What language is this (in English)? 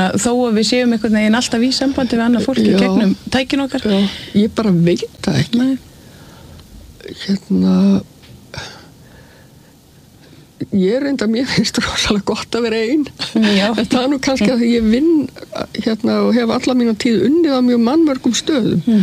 Icelandic